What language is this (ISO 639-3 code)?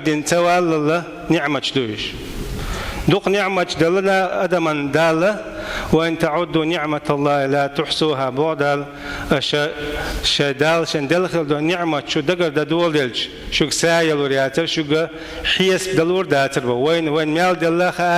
che